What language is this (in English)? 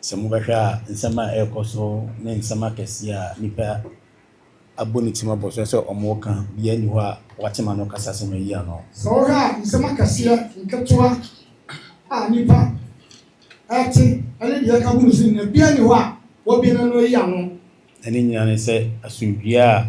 Akan